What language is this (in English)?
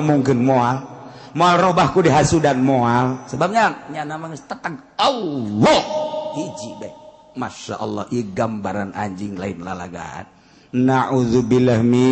Sundanese